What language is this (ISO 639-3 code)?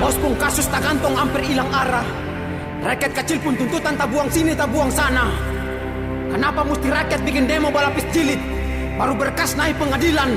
abs